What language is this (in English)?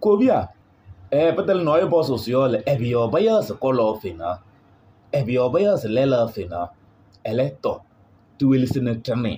Kabiyè